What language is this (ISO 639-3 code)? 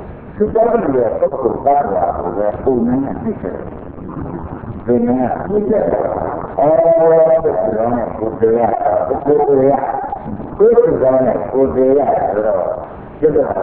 mya